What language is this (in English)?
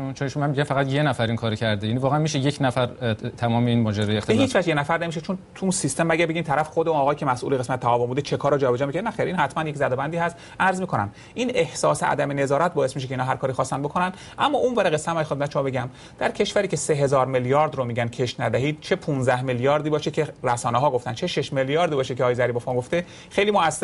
Persian